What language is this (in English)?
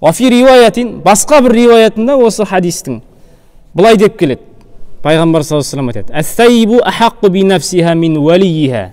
Kazakh